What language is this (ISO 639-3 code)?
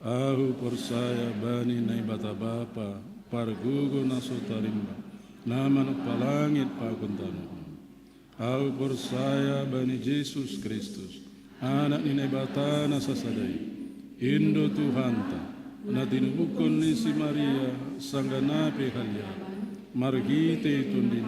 bts